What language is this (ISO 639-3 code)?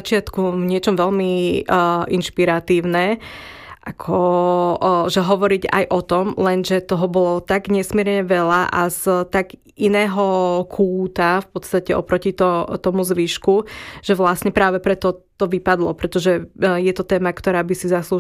slk